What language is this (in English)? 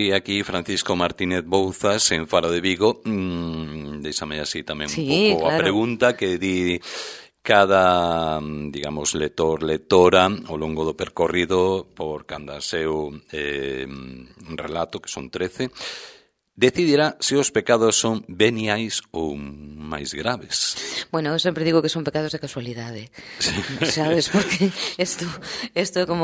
Galician